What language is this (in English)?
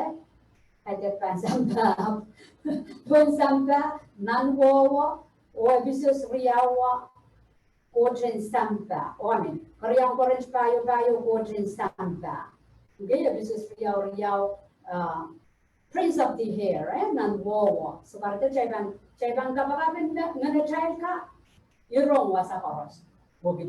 Pohnpeian